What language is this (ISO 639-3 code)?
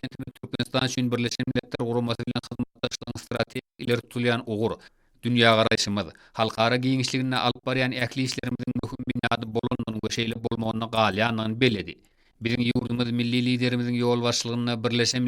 tuk